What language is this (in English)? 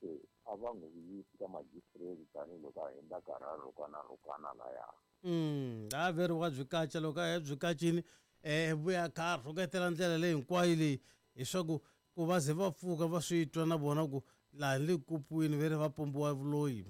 Tsonga